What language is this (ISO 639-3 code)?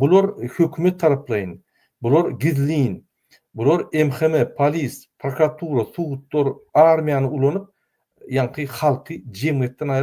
tuk